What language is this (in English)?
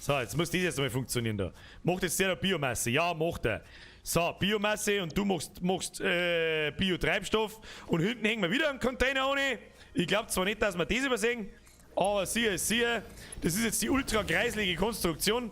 Bavarian